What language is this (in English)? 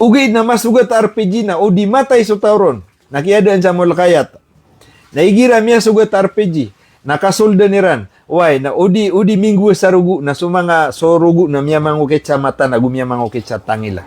Maranao